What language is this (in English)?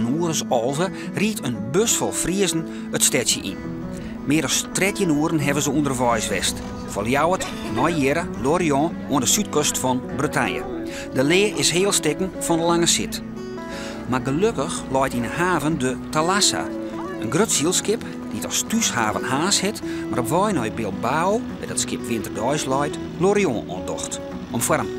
Western Frisian